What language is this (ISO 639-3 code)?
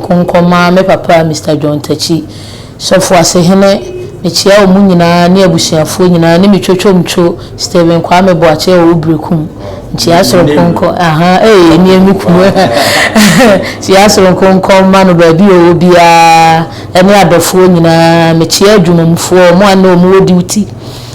aka